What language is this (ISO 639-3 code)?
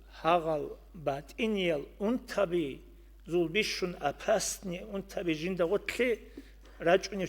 ava